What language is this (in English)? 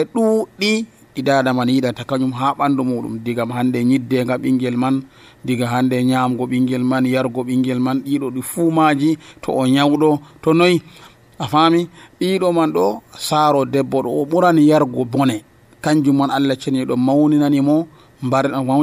Nigerian Fulfulde